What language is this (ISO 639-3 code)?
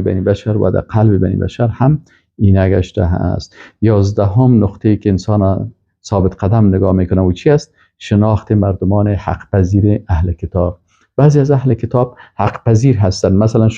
fas